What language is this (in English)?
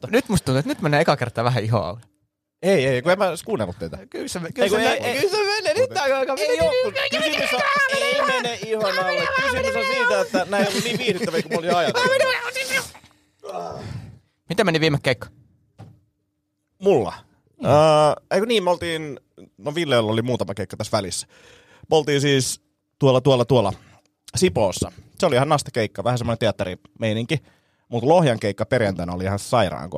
Finnish